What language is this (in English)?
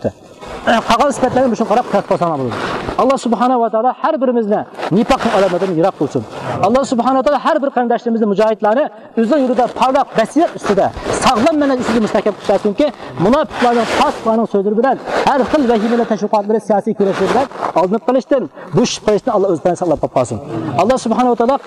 Uyghur